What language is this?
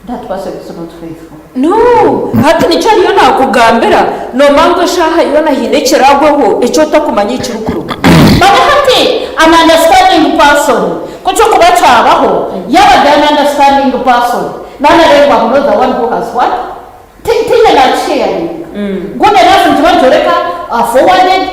Nyankole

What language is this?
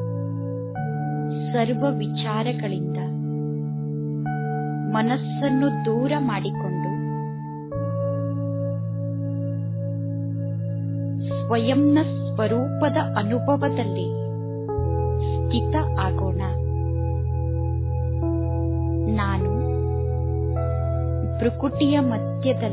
Kannada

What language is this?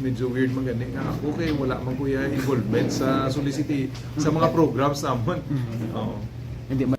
Hiligaynon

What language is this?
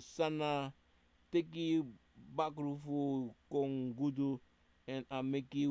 Sranan Tongo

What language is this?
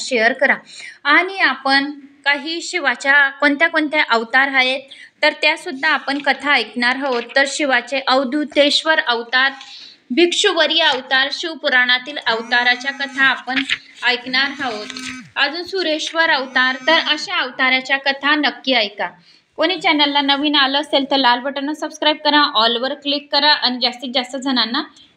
Marathi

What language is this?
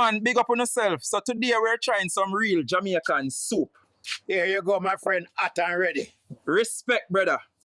Jamaican Creole English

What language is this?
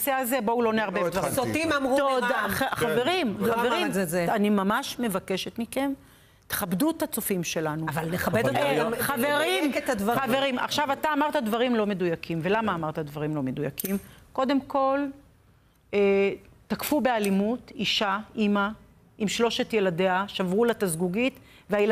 Hebrew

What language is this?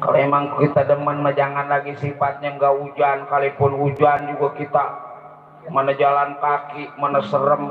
Betawi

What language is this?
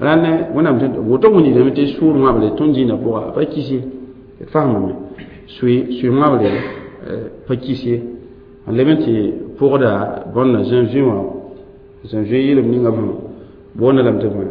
Mossi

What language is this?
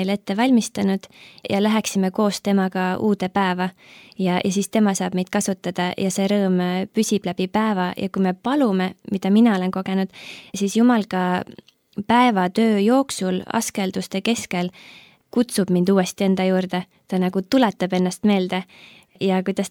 Estonian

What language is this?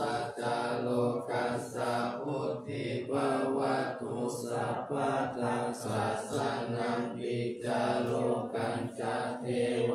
Pali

